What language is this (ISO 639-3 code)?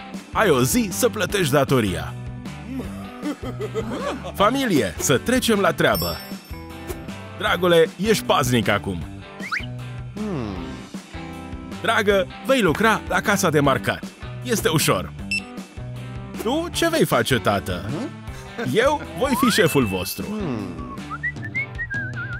ron